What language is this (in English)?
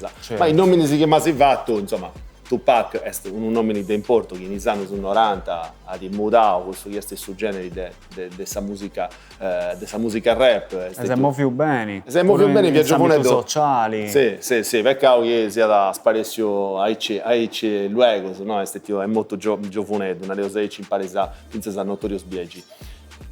Sardinian